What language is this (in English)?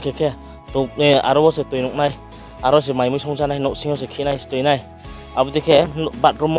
Riang (India)